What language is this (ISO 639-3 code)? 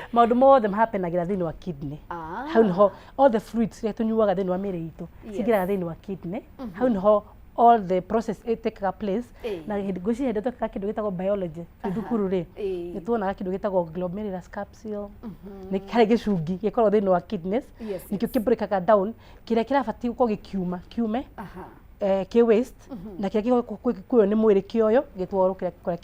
kik